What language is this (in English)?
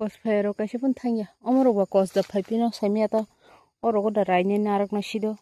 Kok Borok